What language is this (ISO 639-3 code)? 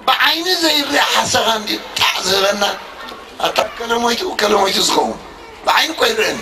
tir